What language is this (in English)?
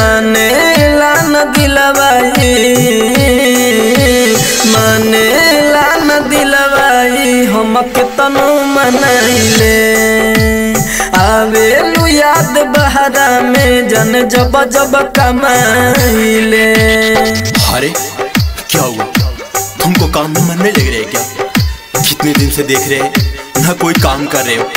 Bhojpuri